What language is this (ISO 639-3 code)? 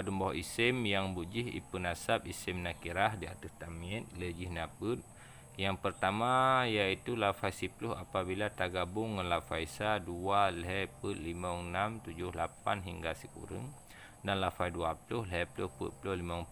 ace